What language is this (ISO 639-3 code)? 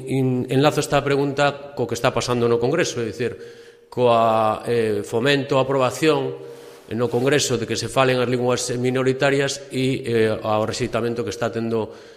glg